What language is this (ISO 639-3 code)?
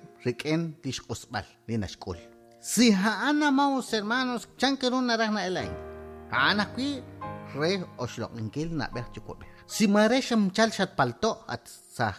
kek